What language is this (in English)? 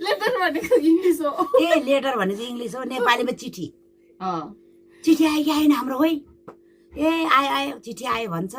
Nepali